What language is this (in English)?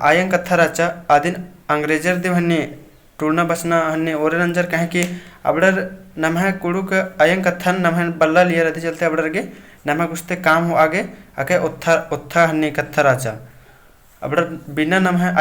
Kurukh